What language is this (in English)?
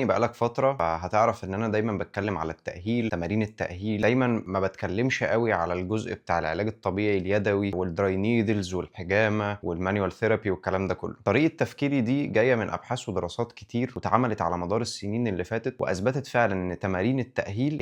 Egyptian Arabic